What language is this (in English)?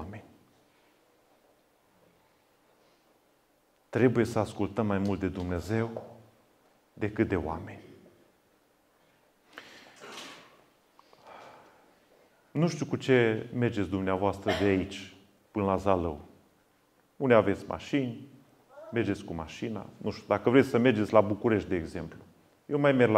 Romanian